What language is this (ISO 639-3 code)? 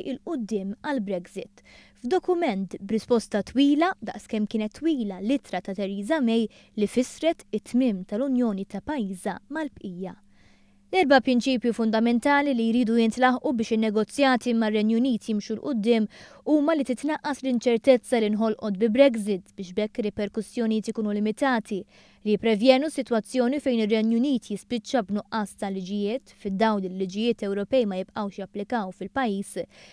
mlt